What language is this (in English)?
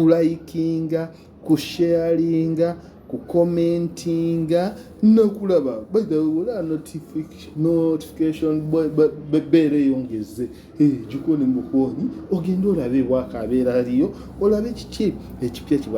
Ganda